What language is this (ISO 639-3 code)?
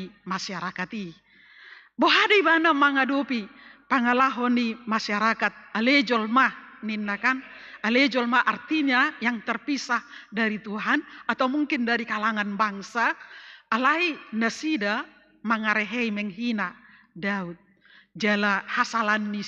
bbc